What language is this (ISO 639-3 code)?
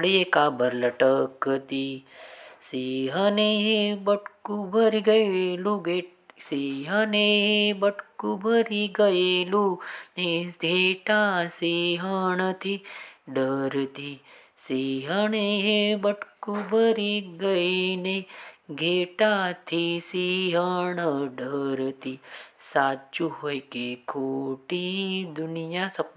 guj